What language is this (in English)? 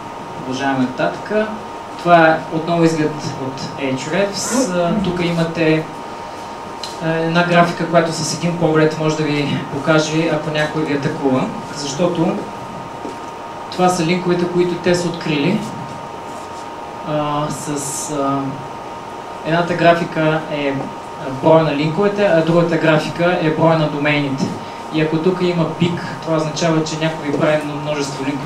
Bulgarian